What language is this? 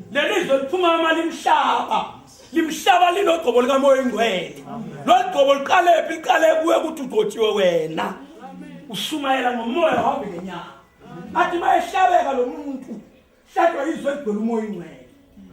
Zulu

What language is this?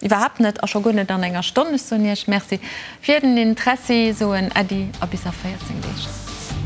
Luxembourgish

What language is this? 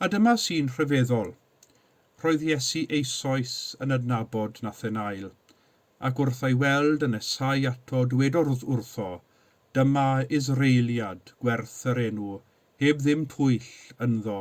Welsh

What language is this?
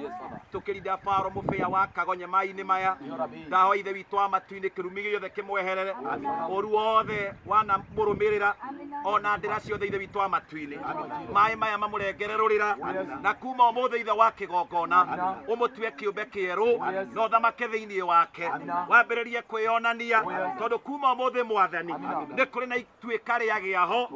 Kikuyu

